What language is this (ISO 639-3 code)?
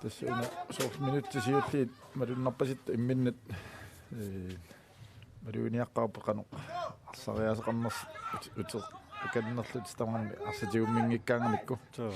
kal